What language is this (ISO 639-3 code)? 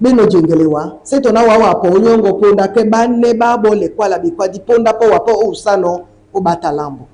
dua